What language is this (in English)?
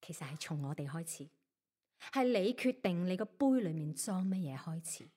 Cantonese